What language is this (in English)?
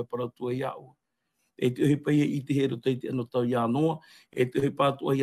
Tahitian